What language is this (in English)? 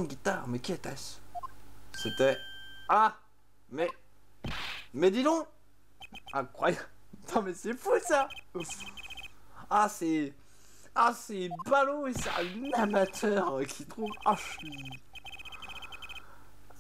French